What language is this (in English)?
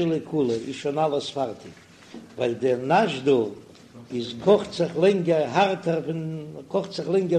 Yiddish